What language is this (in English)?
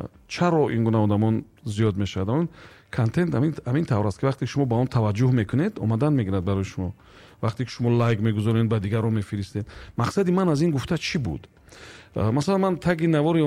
Tajik